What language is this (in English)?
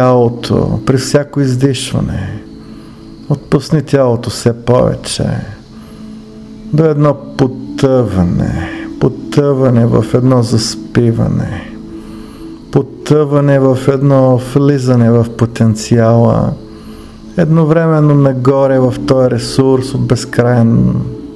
Bulgarian